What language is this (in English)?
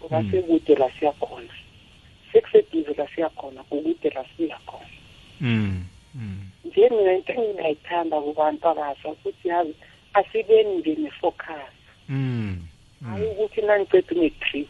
South Ndebele